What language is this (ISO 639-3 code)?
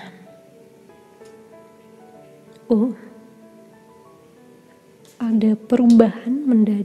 ind